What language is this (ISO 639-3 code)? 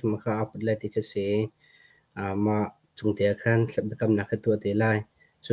cnh